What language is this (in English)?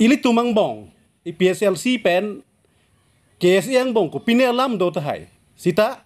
Karbi